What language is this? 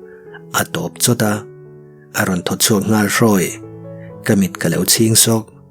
Mizo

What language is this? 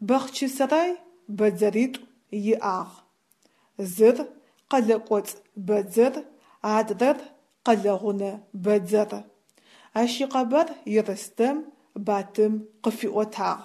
Adyghe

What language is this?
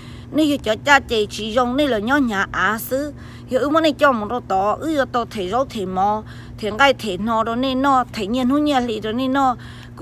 Hmong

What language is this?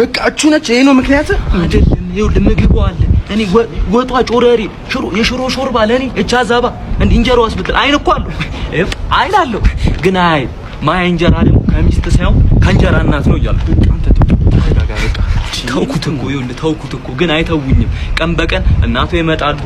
Amharic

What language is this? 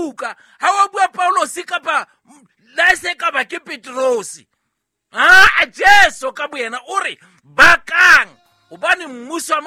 Southern Sotho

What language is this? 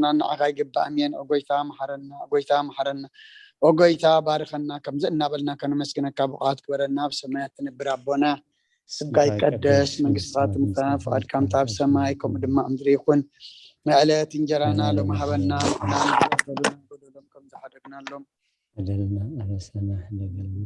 Tigrinya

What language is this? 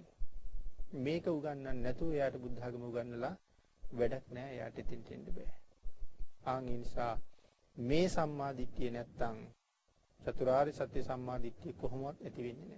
Sinhala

